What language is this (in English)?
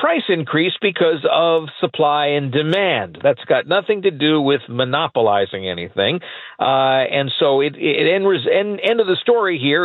English